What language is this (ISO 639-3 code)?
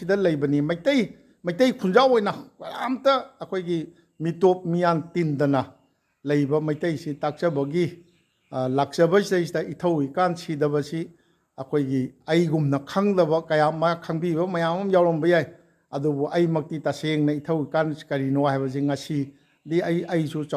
mni